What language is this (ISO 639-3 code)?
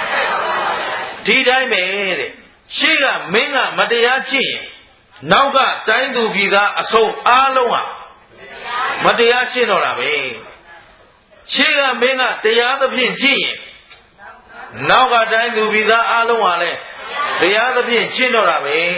mya